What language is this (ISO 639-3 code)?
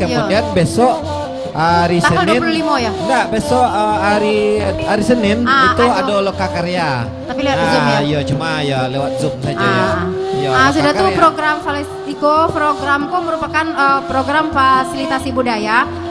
min